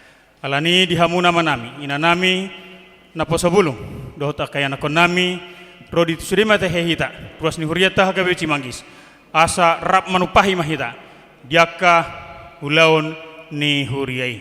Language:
Batak Toba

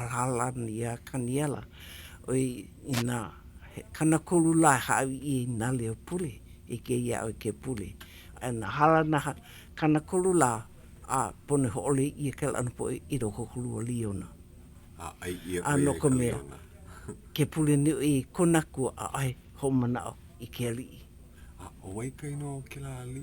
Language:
Hawaiian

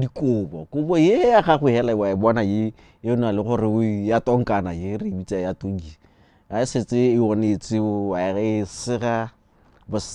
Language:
Tswana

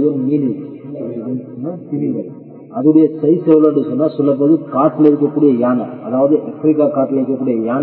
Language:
Tamil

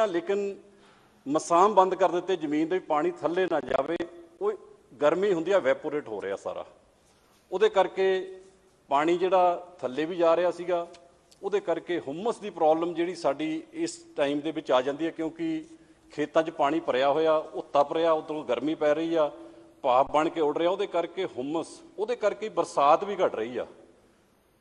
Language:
Punjabi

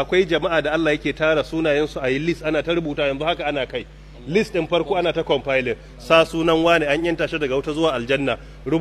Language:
Hausa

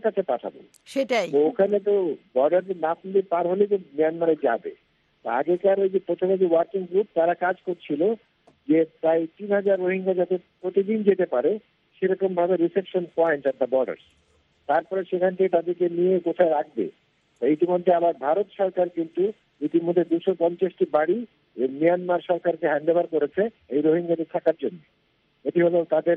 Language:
Bangla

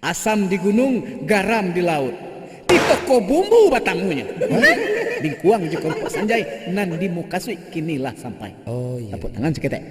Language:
Minangkabau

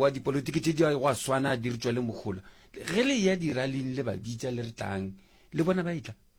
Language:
Northern Sotho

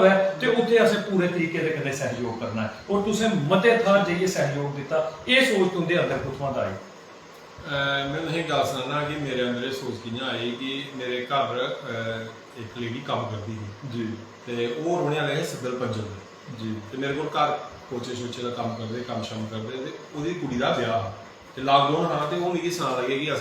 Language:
Dogri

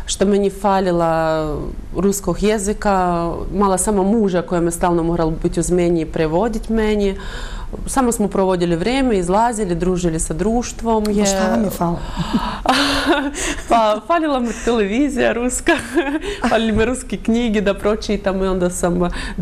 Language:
Bosnian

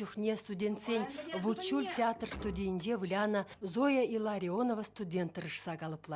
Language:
Chuvash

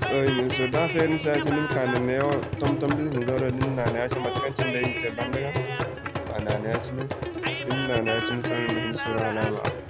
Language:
Zarma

